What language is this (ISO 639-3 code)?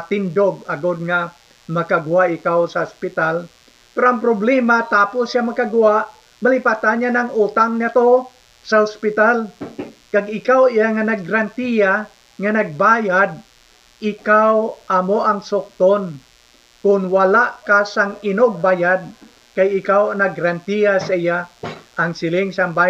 hil